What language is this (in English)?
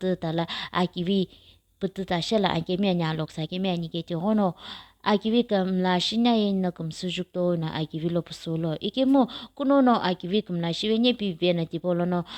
Sumi Naga